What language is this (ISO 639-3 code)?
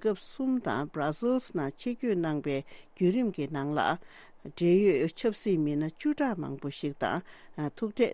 bod